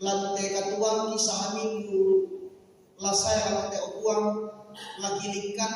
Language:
Toraja-Sa'dan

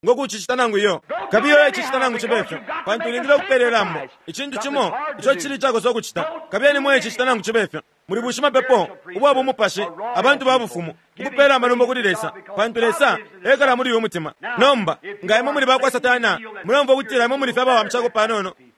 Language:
Bemba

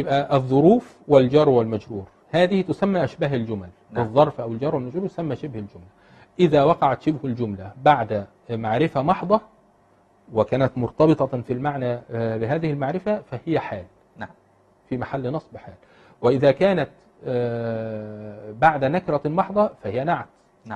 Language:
Arabic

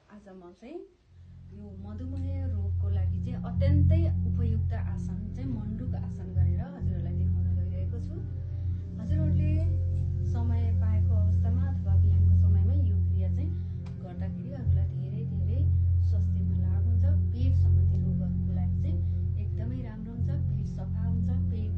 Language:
Nepali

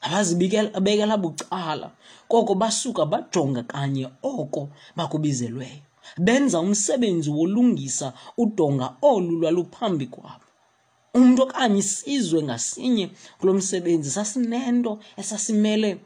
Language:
Xhosa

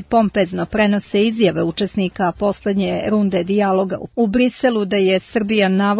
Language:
Serbian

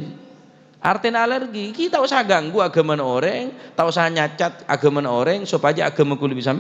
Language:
Madurese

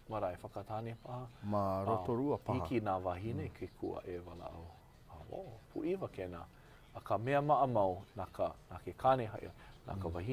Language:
Hawaiian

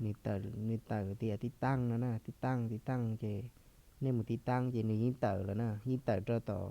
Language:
Hmong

